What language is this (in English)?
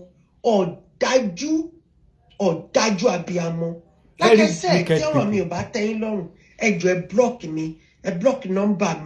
Yoruba